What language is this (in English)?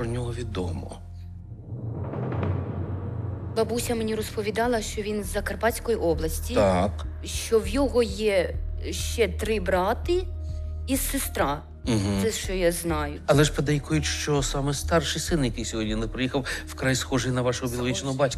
Ukrainian